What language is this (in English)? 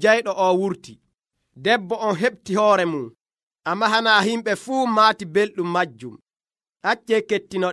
Nigerian Fulfulde